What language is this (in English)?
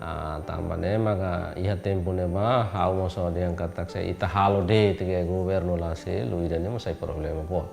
Tetum